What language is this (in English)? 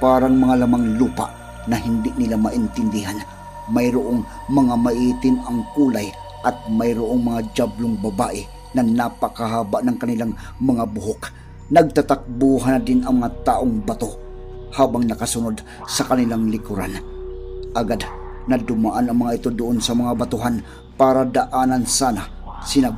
Filipino